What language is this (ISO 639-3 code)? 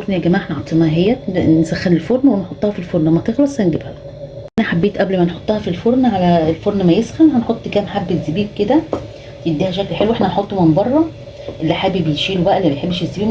arz